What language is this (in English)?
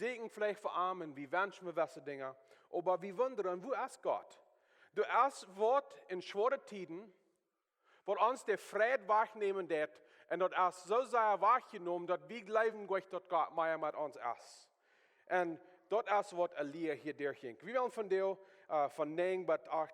Plautdietsch